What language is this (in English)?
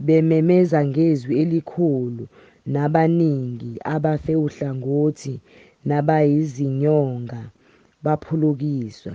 Zulu